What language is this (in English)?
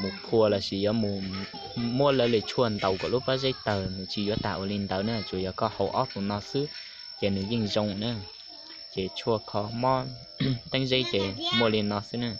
Hmong